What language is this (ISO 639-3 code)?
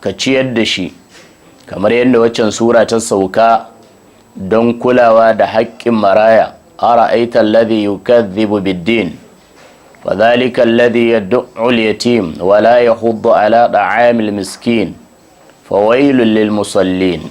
hau